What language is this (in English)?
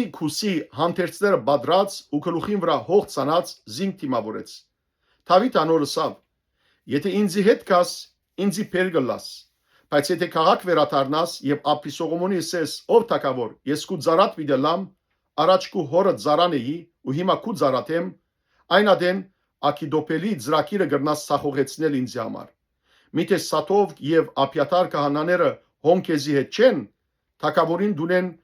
Western Armenian